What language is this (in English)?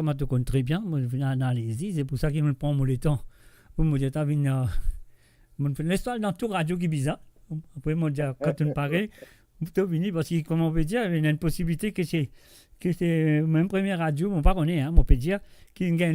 Morisyen